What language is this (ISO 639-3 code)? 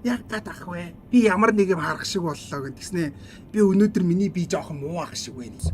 mon